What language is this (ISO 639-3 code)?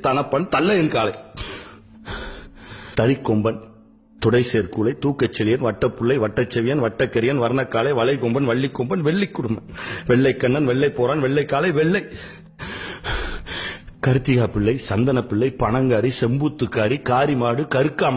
tam